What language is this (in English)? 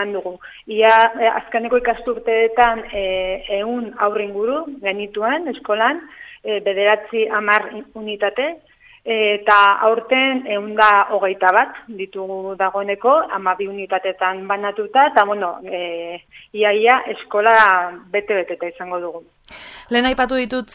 Basque